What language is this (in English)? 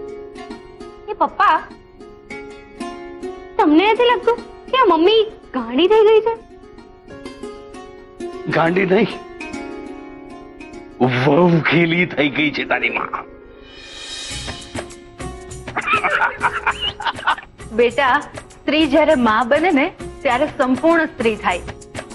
Gujarati